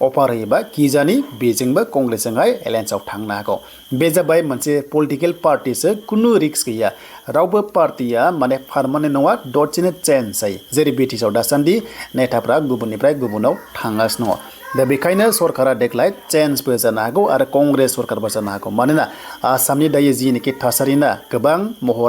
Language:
Bodo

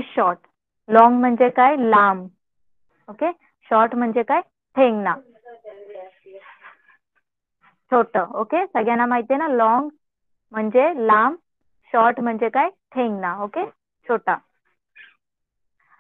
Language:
Marathi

